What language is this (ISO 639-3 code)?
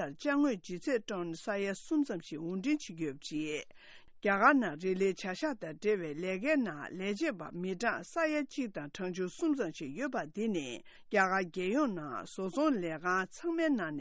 bod